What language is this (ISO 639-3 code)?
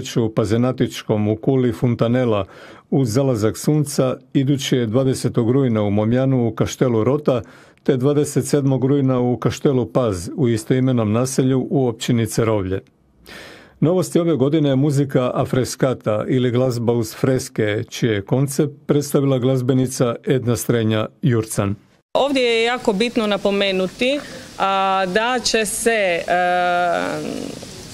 hrv